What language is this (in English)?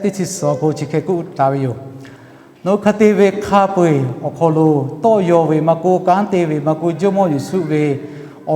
Lahu